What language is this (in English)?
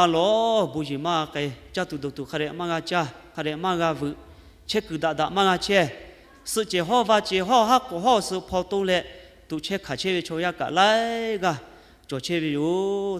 Lahu